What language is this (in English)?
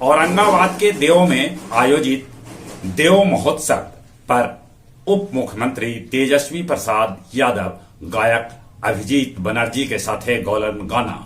Magahi